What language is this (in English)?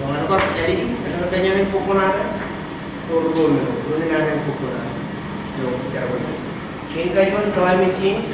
Marshallese